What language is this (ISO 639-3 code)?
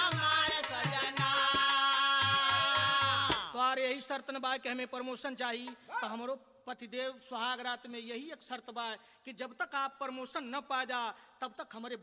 bho